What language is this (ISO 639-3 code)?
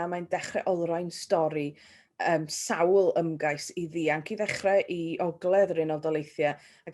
cym